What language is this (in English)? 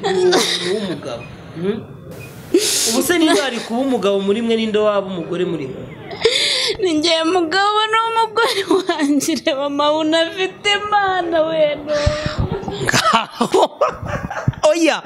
Kinyarwanda